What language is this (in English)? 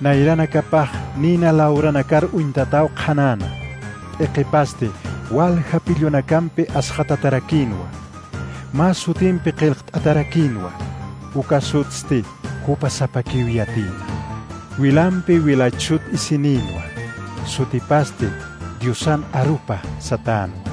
Aymara